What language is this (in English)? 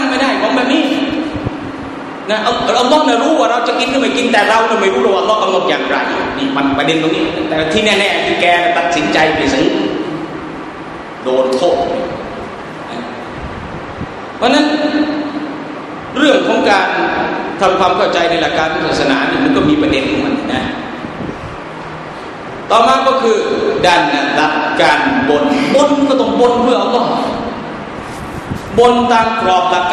Thai